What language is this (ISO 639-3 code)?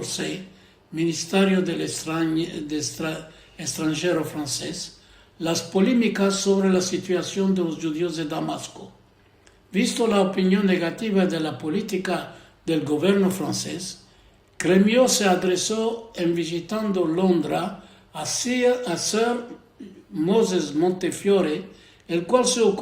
lad